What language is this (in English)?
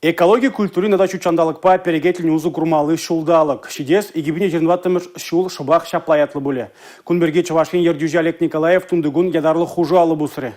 Chuvash